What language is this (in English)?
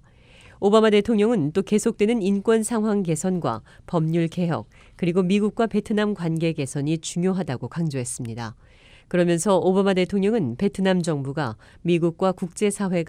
Korean